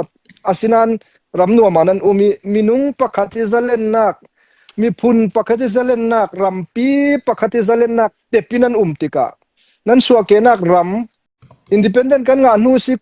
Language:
Hakha Chin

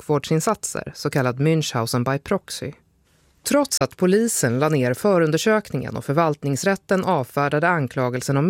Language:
Swedish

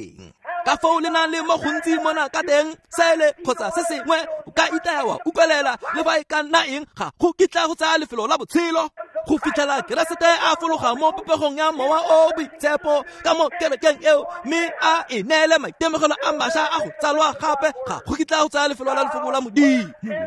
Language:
Tswana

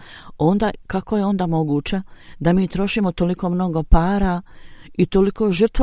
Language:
Bosnian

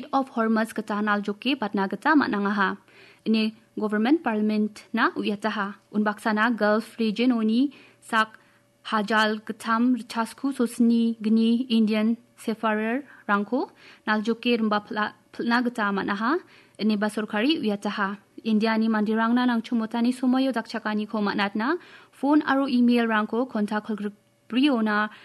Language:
Garo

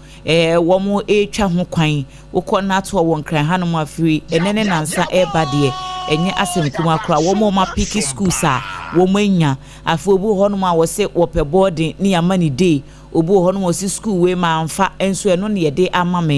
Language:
Akan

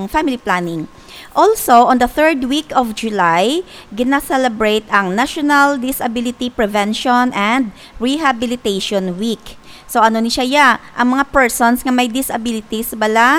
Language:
Hiligaynon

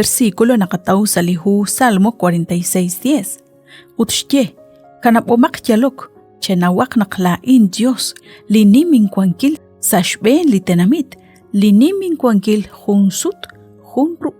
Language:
Kekchí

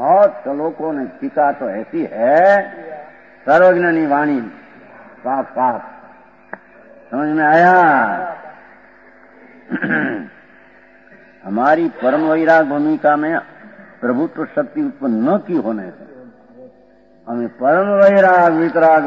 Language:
Hindi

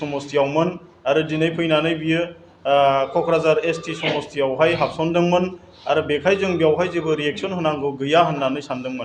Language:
Bodo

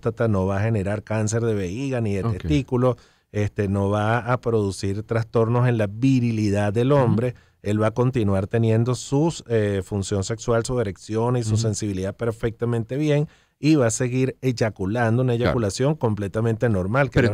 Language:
Spanish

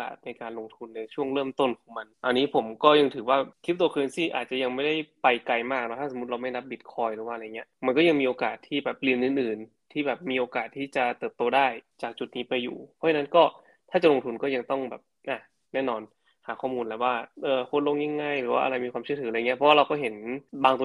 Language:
Thai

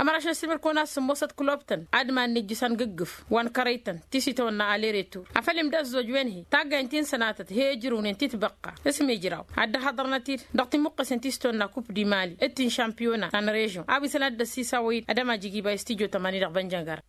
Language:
Tamasheq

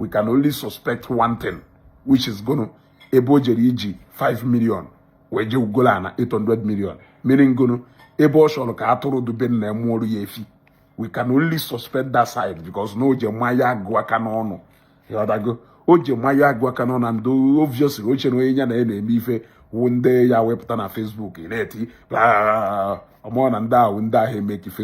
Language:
Igbo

